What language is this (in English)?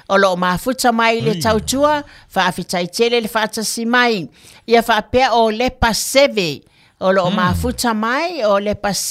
Samoan